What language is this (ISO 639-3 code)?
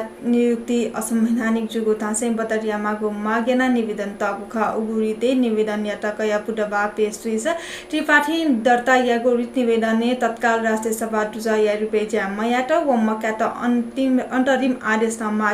new